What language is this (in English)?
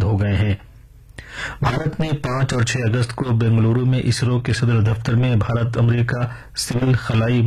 Urdu